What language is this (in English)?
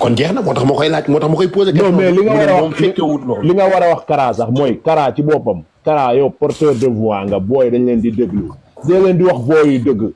Wolof